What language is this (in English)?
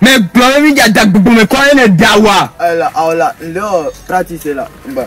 Ewe